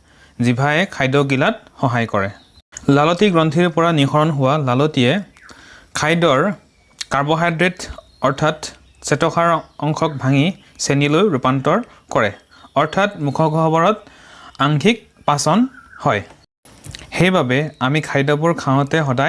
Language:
Assamese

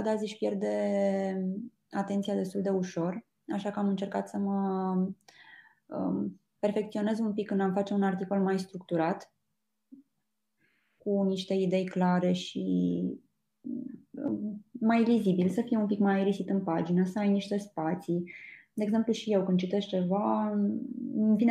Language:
Romanian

